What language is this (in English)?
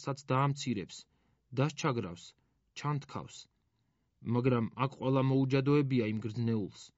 Georgian